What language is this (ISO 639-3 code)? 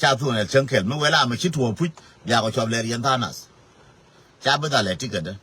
nus